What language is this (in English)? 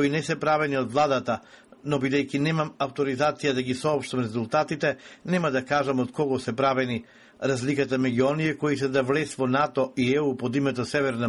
Macedonian